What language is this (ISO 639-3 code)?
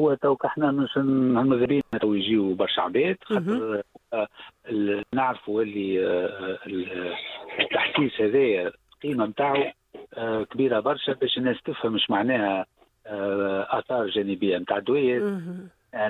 aeb